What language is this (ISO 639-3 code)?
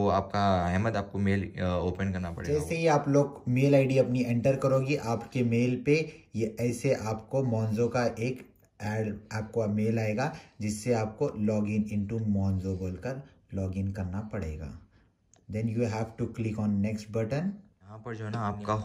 hin